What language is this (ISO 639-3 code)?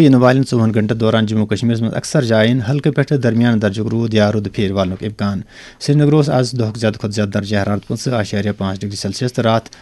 kas